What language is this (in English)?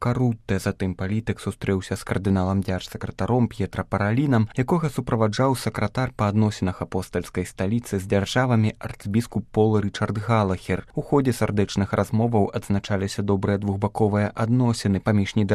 Belarusian